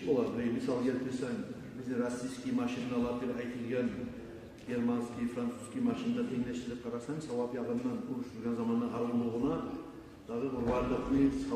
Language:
Kumyk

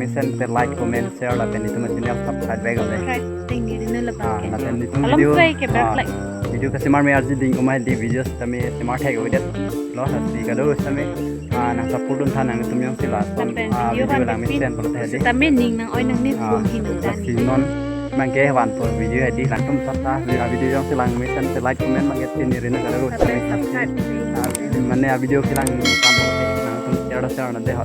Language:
Karbi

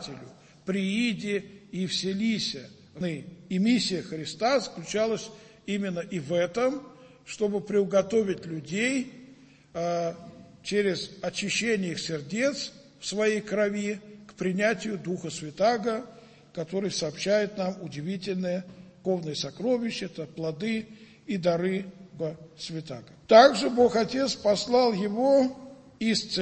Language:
Russian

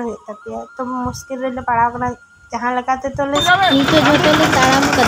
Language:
Santali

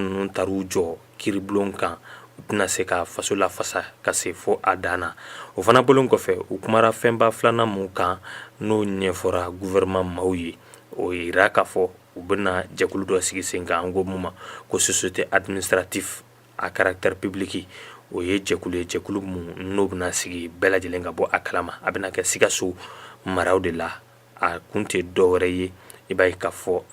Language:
Bambara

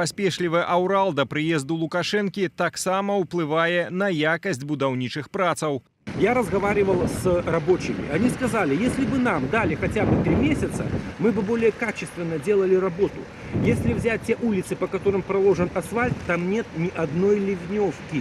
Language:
Belarusian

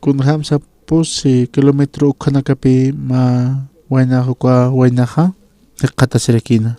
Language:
Aymara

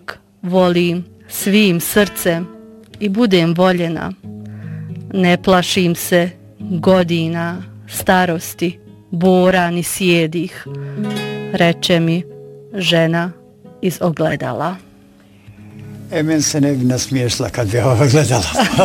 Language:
Bosnian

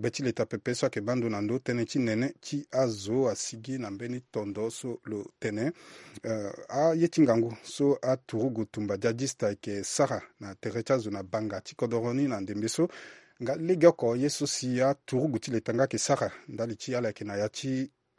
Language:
Sango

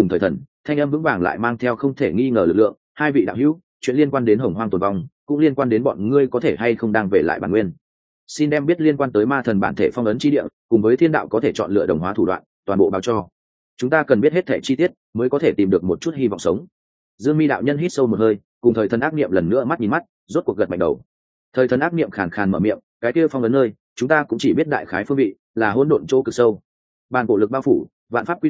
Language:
Vietnamese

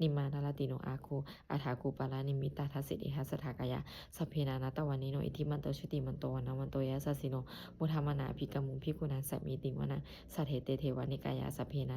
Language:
Pali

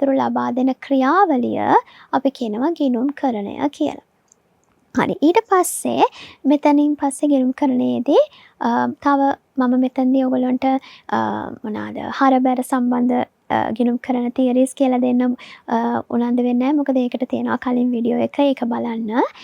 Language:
Sinhala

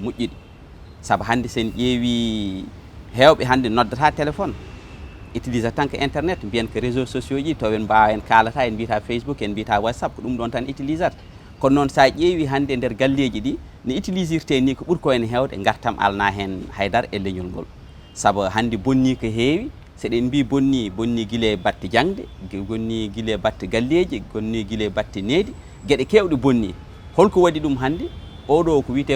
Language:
Fula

